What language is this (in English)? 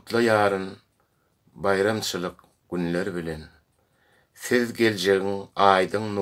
Turkmen